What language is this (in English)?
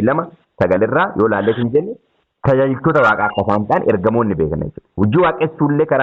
Oromo